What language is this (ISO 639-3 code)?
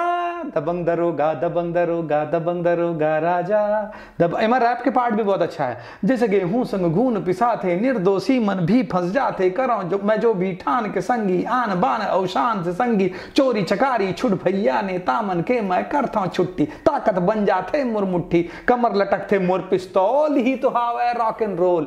hne